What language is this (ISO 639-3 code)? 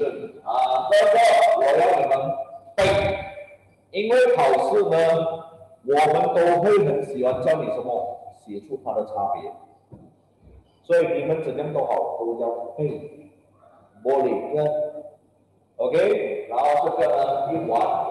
zho